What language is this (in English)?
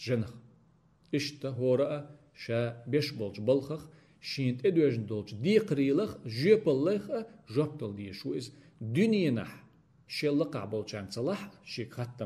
Chechen